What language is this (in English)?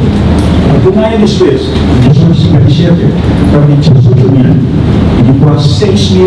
Papiamento